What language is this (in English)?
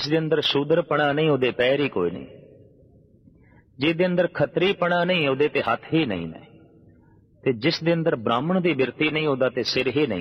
Punjabi